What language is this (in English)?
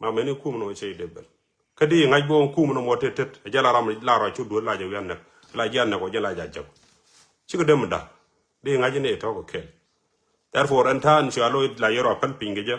Nuer